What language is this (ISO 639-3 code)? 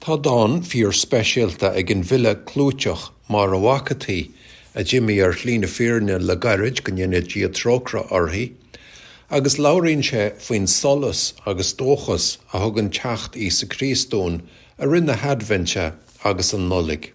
gle